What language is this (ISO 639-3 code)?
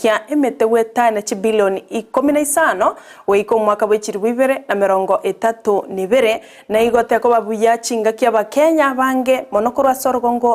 guz